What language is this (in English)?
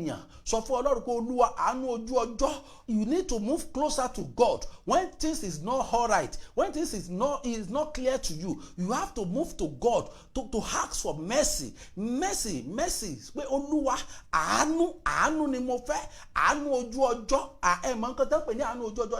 Yoruba